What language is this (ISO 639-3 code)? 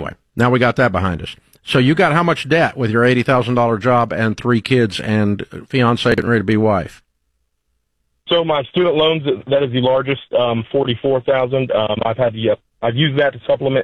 eng